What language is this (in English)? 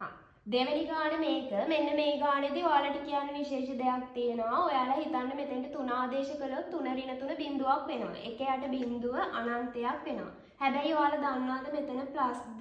Sinhala